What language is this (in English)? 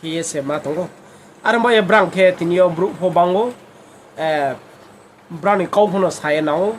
Riang (India)